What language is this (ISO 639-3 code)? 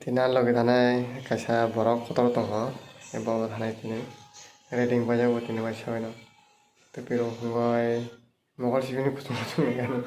trp